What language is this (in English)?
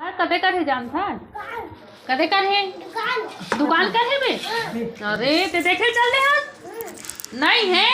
Chhattisgarhi